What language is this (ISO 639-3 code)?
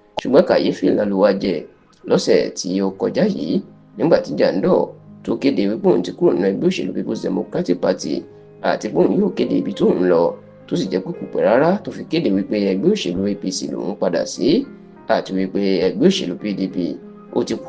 yor